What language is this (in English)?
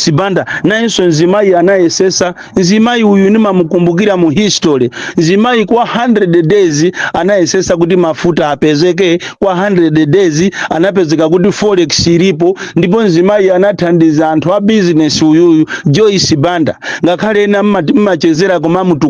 Nyanja